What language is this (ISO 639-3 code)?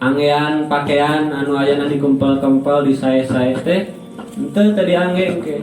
sun